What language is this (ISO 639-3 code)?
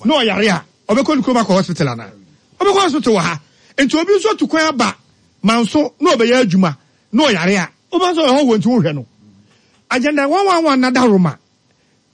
aka